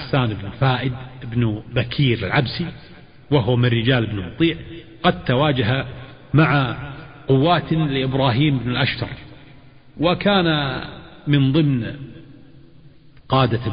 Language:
Arabic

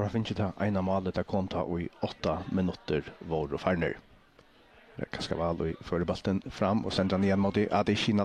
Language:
Faroese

